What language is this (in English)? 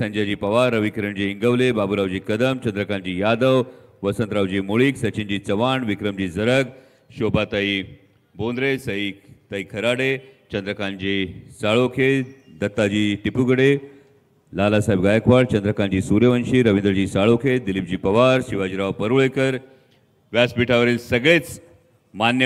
Marathi